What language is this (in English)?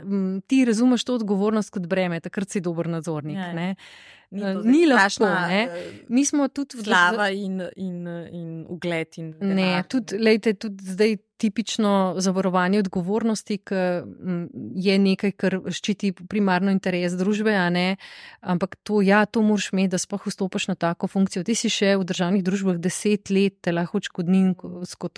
Slovenian